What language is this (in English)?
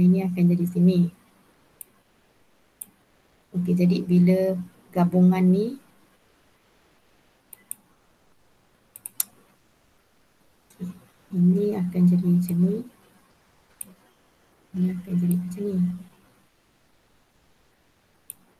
Malay